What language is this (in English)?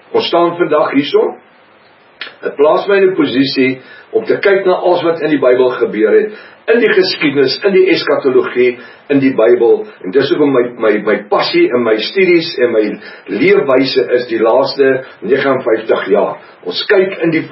Afrikaans